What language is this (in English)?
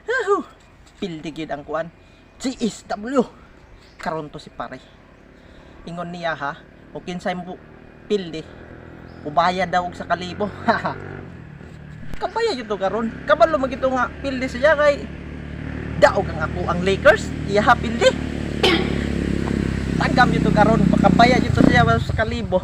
Cebuano